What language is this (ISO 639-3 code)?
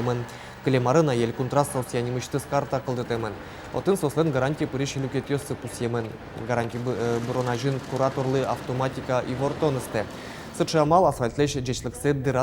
udm